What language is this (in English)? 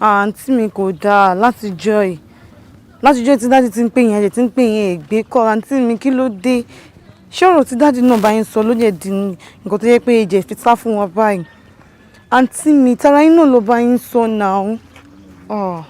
Yoruba